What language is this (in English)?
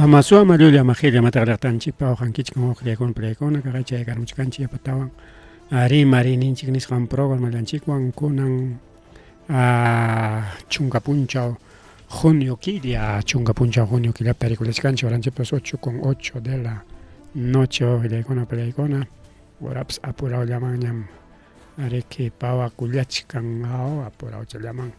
Ayacucho Quechua